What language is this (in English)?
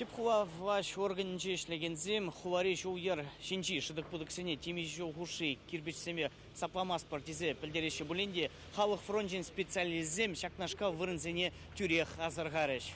Chuvash